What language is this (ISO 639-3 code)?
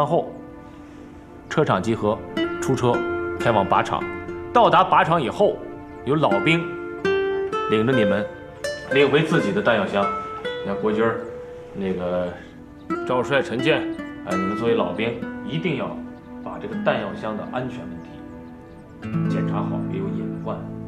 zho